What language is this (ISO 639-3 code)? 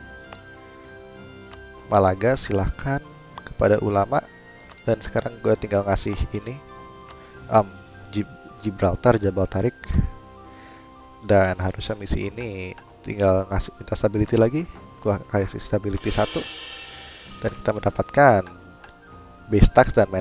ind